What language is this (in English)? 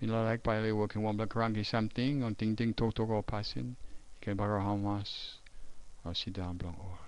Tok Pisin